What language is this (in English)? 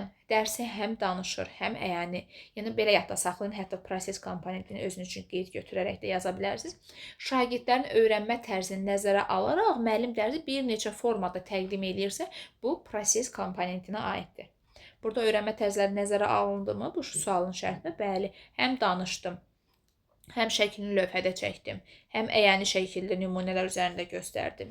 Azerbaijani